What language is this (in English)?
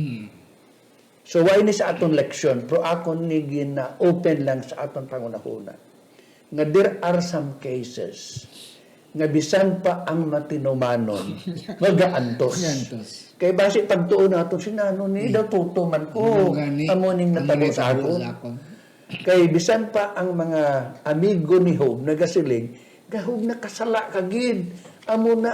Hiligaynon